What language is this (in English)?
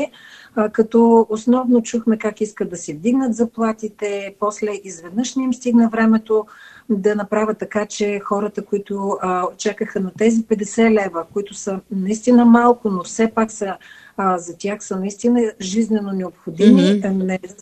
Bulgarian